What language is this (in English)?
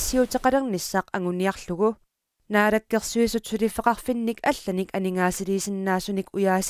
Kalaallisut